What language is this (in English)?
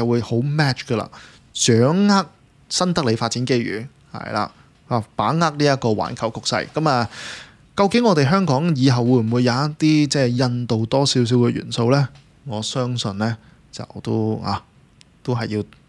Cantonese